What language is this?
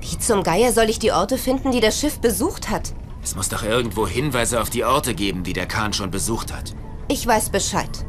Bavarian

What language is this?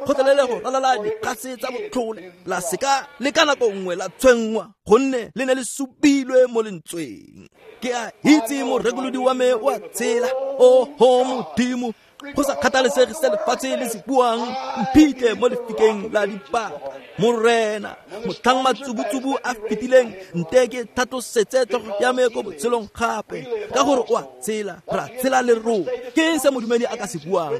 Tswana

